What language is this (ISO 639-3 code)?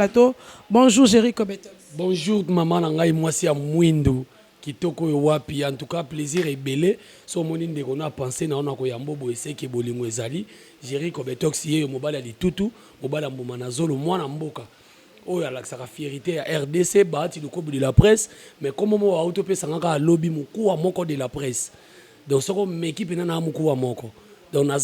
lin